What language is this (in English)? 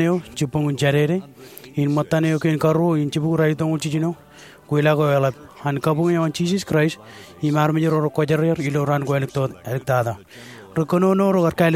Marshallese